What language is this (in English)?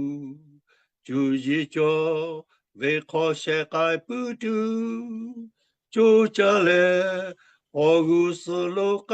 Lahu